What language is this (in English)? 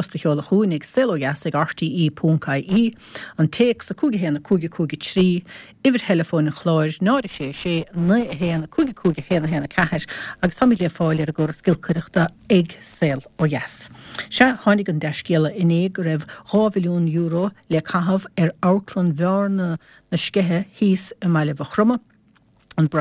Irish